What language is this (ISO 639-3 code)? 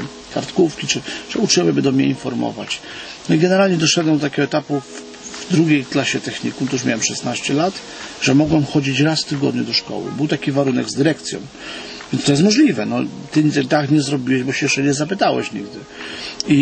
pol